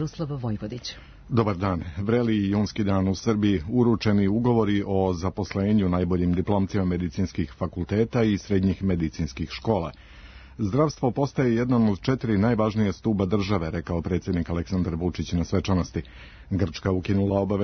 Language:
Serbian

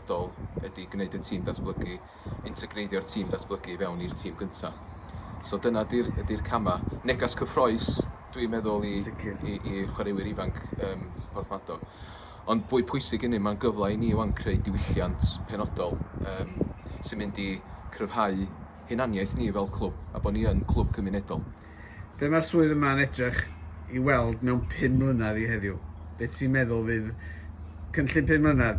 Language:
Welsh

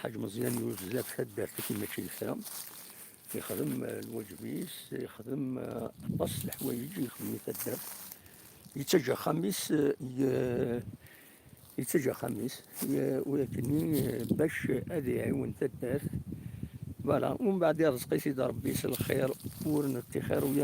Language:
Kabyle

